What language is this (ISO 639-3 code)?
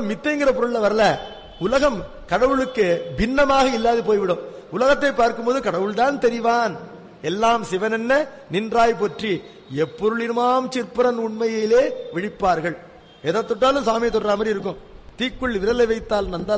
tam